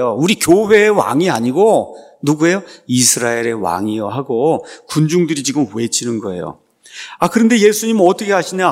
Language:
Korean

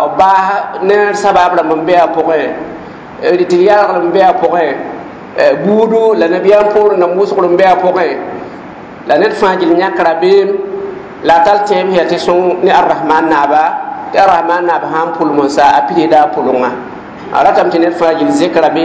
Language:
Mossi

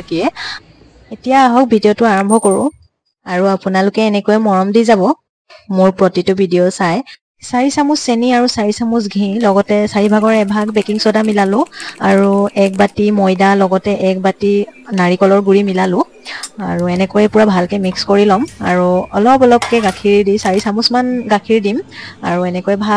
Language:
Assamese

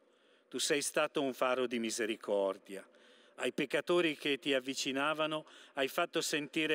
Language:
Italian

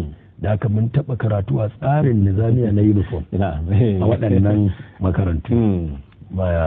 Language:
Hausa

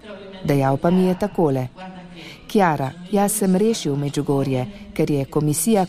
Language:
Slovenian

